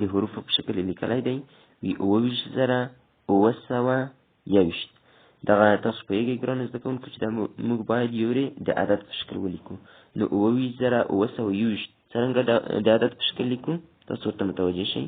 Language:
Pashto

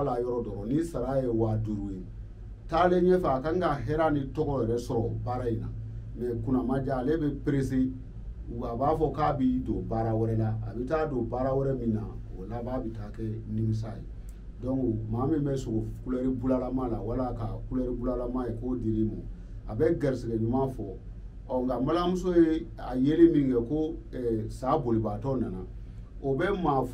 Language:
Bambara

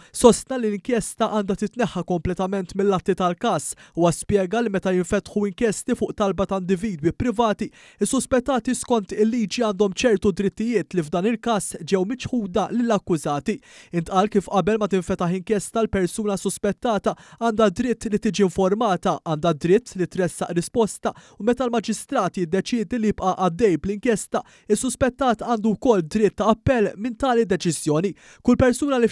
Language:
Maltese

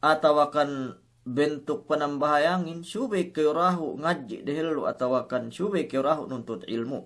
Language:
Yakan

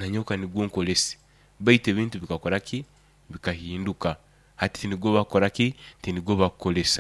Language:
Nyoro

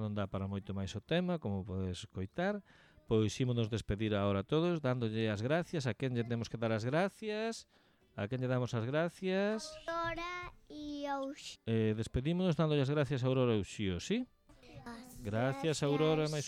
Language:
Galician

